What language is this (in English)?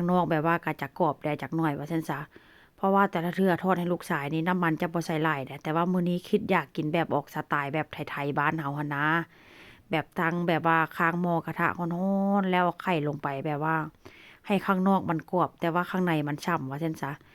Northeastern Thai